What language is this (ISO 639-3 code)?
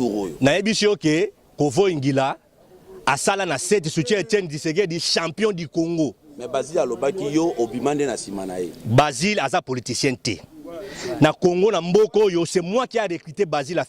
lin